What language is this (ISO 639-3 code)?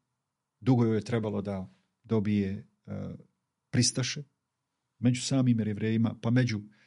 bos